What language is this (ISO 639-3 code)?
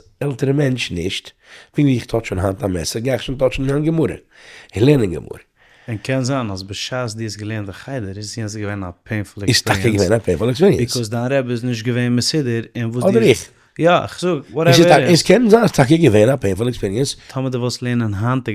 yid